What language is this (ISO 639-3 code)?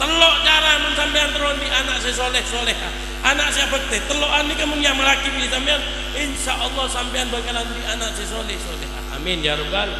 mad